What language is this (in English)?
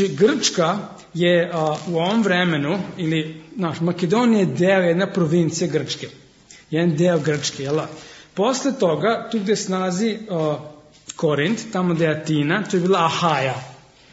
Serbian